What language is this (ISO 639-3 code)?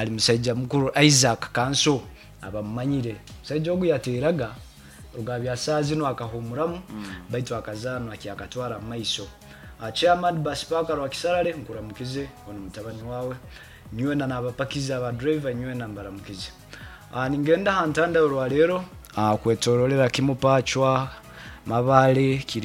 nyo